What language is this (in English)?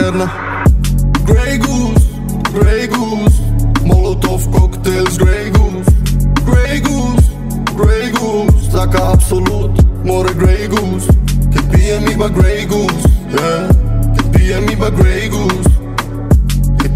Slovak